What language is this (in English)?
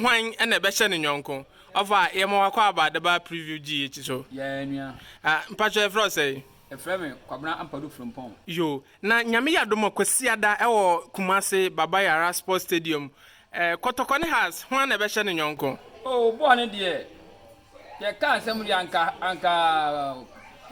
Akan